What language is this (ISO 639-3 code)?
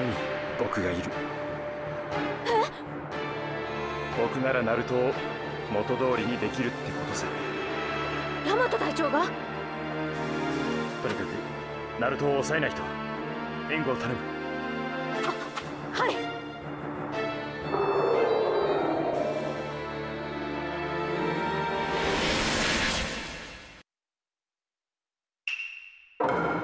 jpn